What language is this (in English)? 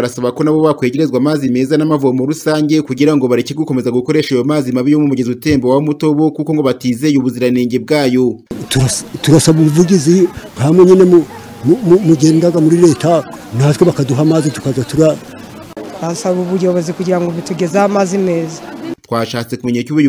Kinyarwanda